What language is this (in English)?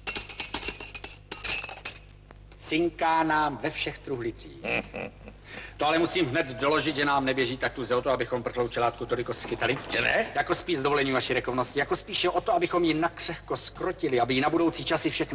Czech